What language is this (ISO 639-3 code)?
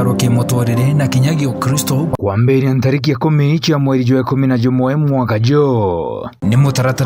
mer